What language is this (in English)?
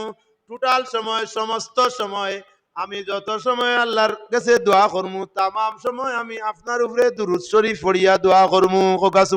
Sylheti